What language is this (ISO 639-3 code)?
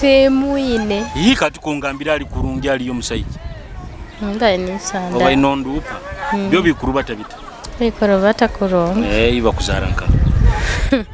nyo